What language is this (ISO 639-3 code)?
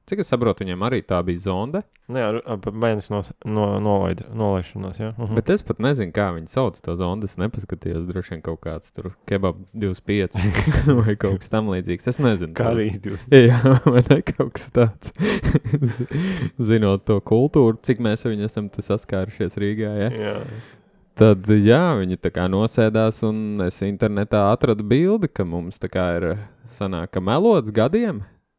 lav